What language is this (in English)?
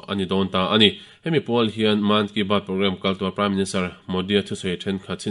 Mizo